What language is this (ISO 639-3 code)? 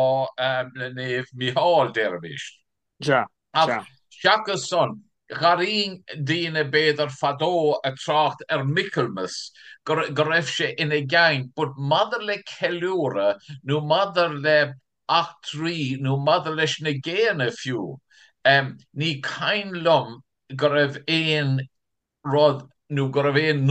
gle